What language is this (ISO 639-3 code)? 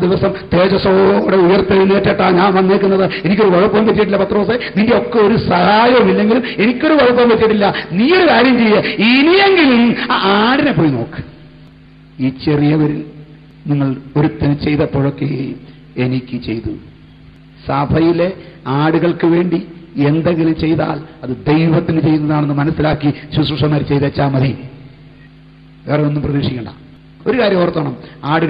mal